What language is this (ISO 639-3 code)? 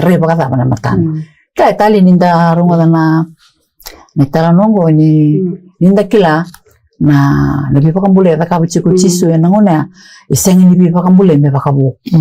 fij